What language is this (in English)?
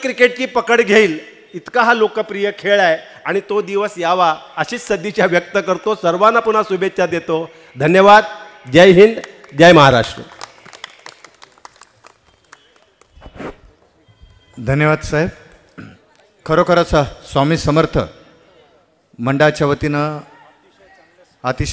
Marathi